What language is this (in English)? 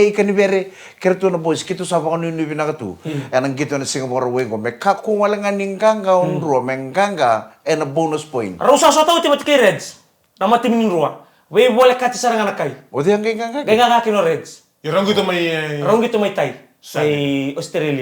Fijian